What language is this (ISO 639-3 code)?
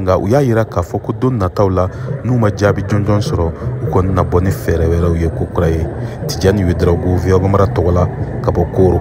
bam